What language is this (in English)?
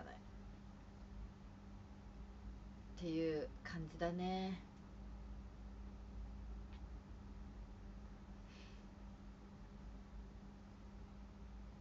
Japanese